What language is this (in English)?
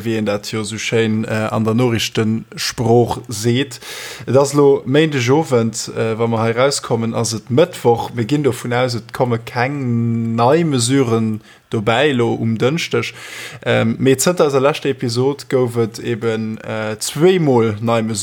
Luxembourgish